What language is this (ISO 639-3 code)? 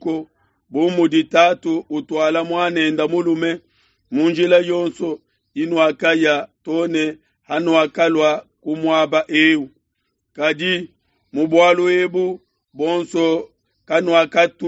lua